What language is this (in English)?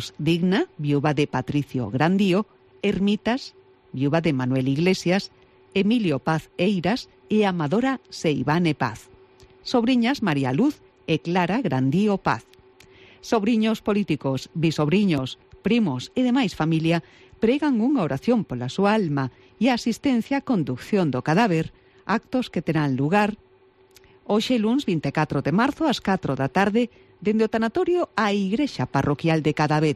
Galician